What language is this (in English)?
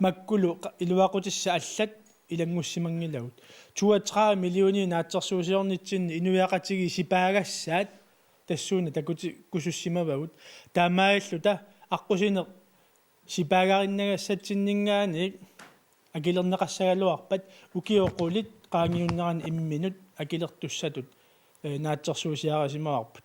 Kalaallisut